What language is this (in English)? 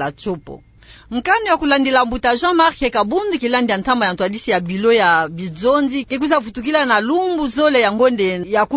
Kituba (Democratic Republic of Congo)